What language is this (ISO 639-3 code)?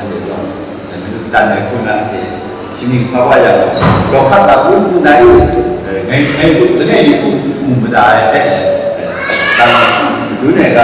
kac